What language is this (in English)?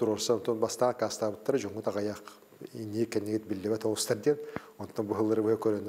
Yakut